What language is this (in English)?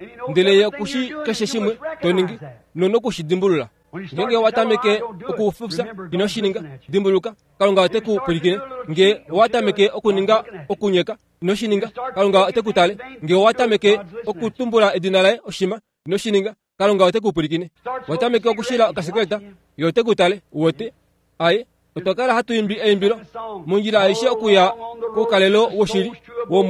Kuanyama